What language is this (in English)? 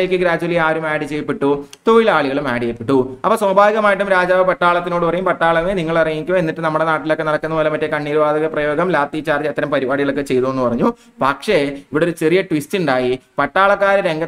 Malayalam